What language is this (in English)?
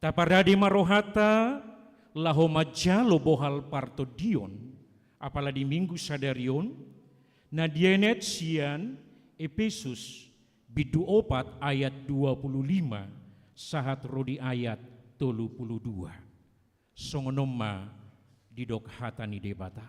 Batak Toba